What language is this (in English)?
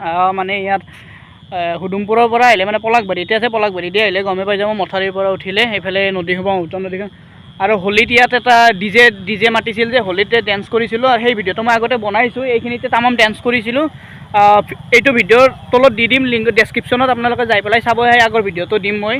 Assamese